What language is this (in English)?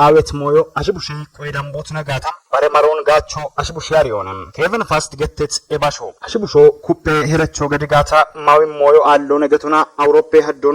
Kafa